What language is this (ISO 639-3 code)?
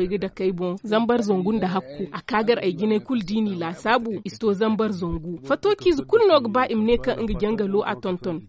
dje